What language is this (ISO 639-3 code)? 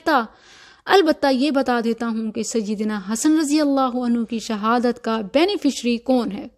urd